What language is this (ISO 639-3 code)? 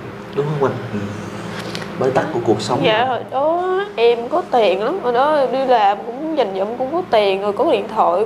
vie